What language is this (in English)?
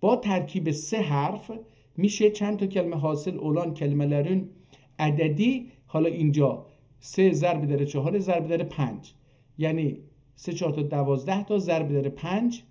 South Azerbaijani